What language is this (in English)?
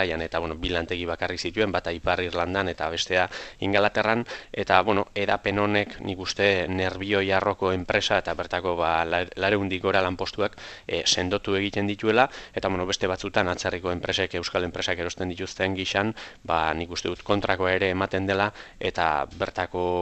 Basque